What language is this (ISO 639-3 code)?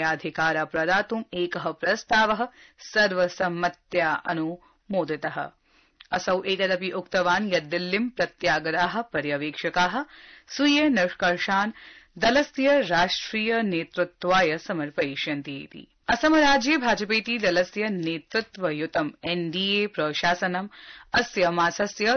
san